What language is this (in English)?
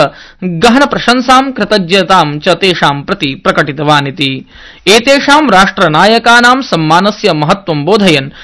Sanskrit